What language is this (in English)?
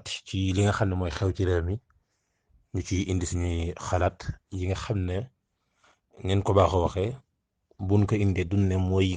Wolof